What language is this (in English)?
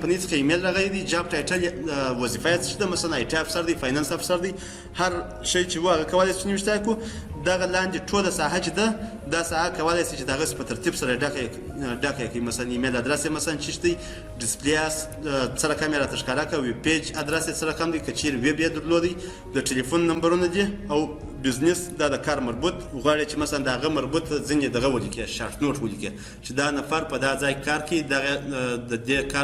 Pashto